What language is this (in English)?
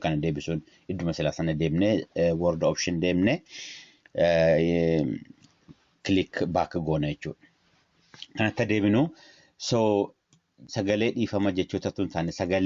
Oromo